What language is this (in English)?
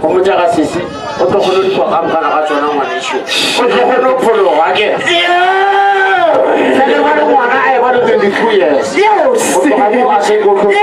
Northern Sotho